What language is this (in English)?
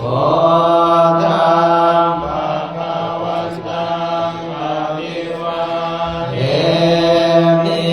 Pali